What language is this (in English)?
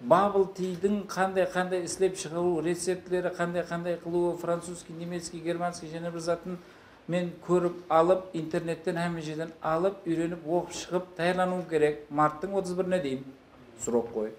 Kara-Kalpak